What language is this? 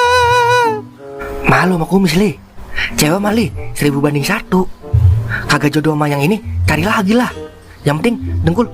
Betawi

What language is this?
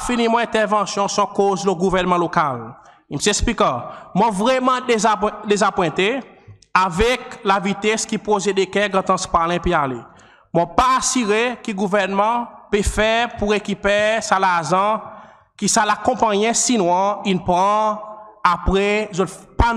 Seselwa Creole French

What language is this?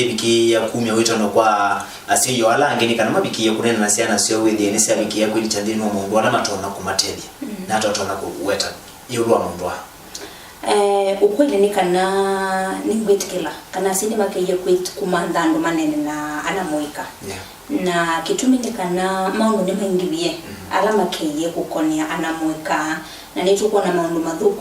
Kamba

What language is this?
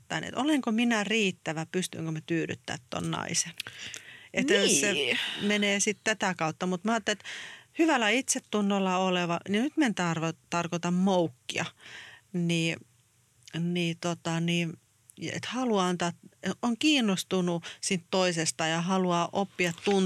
Finnish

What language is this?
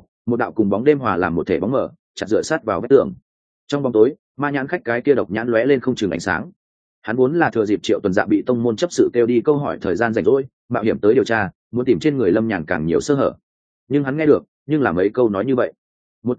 Vietnamese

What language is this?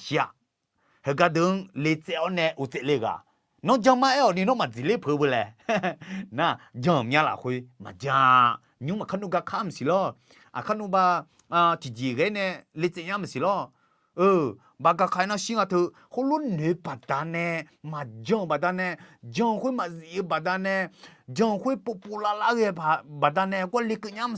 Akha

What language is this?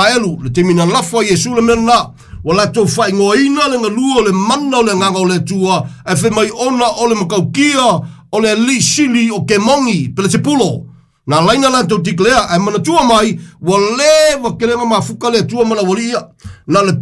Samoan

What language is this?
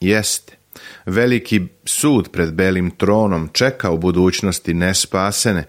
Serbian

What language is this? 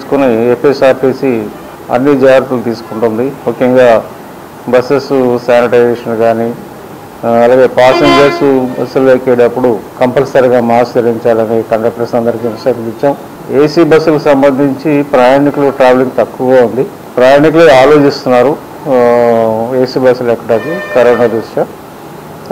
Telugu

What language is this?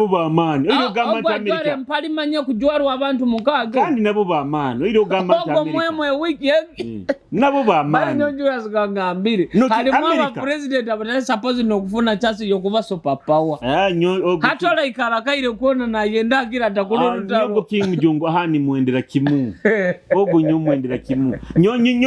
Nyoro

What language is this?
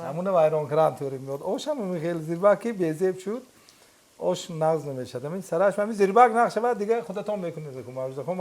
Tajik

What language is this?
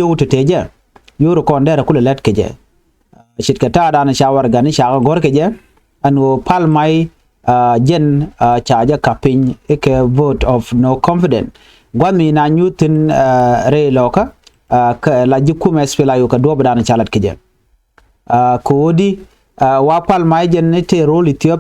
Nuer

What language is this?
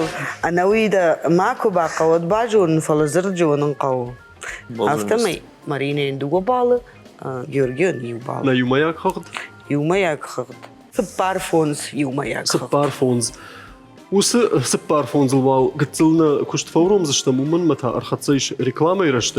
Ossetic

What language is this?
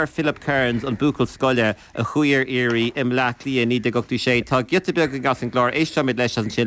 Irish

